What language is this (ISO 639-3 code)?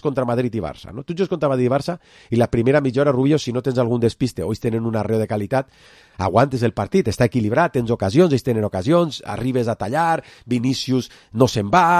cat